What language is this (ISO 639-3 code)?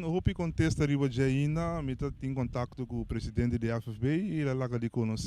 pap